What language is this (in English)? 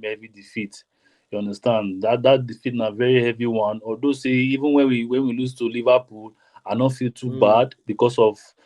Nigerian Pidgin